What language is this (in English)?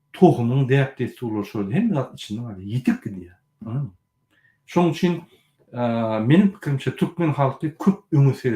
Turkmen